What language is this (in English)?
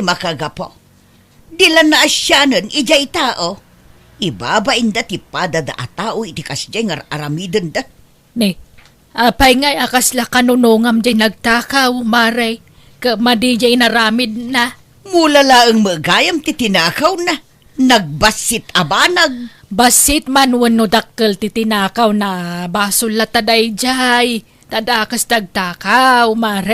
Iloko